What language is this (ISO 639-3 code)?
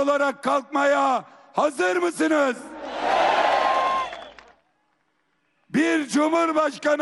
tur